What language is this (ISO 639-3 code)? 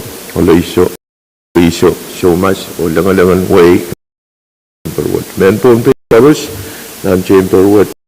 pon